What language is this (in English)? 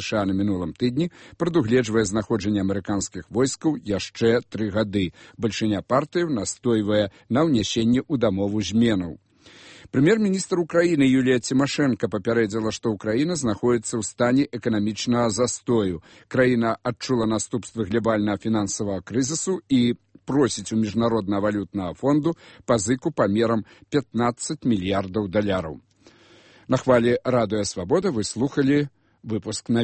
Belarusian